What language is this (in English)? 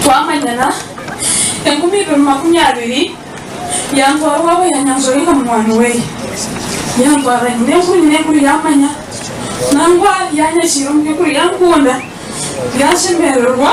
Nyankole